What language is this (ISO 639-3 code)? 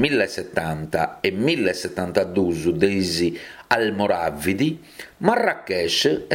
srd